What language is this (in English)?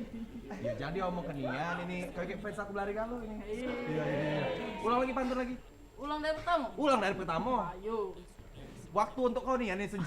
Musi